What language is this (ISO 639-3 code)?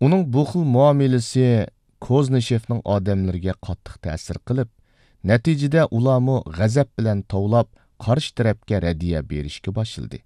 uig